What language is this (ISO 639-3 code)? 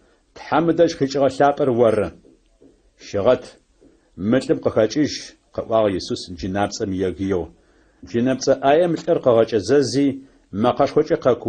ady